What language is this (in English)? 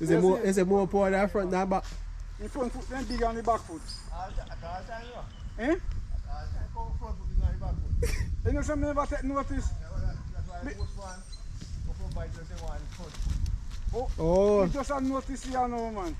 Jamaican Creole English